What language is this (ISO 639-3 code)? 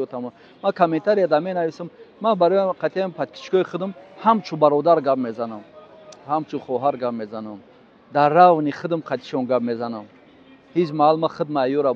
tgk